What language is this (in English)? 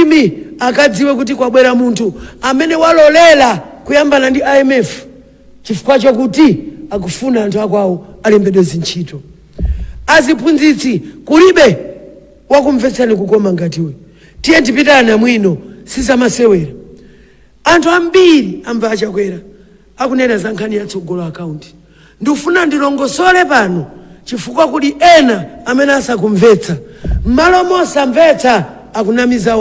Nyanja